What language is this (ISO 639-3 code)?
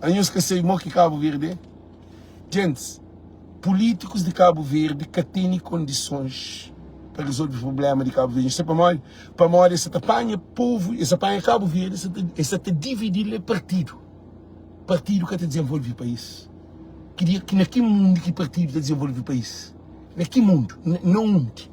kea